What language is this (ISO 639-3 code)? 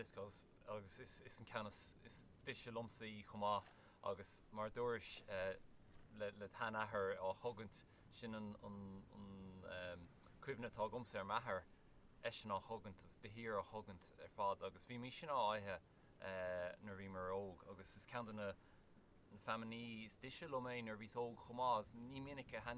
gle